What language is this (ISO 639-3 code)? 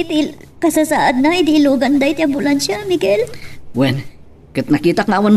ilo